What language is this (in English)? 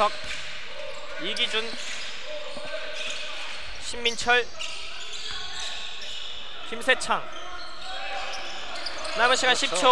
Korean